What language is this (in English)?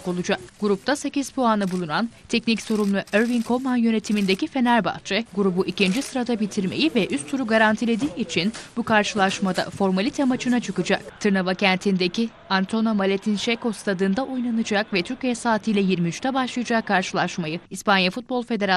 Turkish